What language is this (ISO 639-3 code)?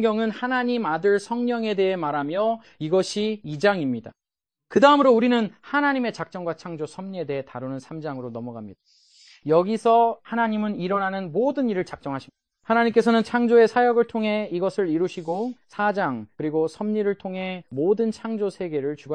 kor